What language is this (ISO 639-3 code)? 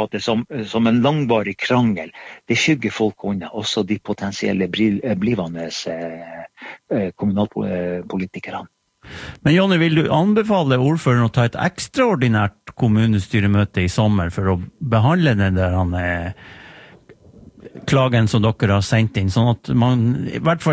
nor